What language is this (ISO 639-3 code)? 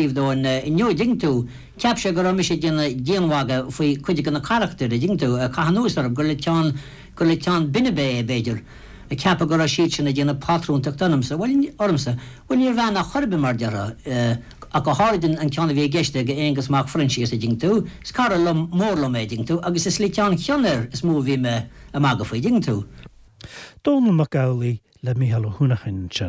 gle